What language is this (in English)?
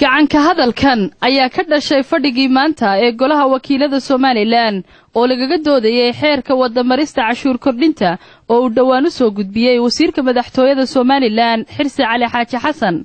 Somali